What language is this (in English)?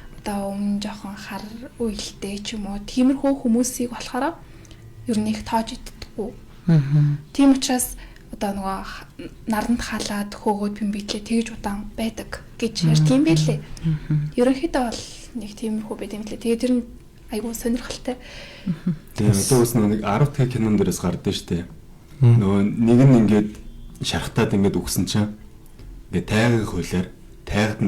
Mongolian